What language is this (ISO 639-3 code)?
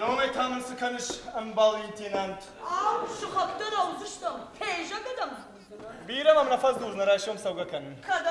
oss